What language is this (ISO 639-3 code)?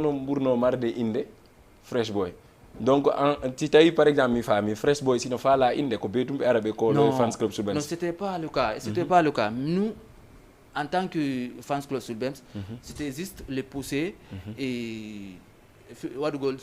ful